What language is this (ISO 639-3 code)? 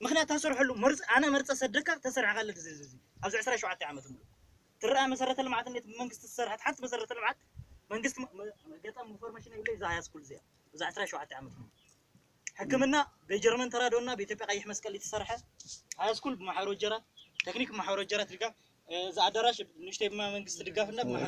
tir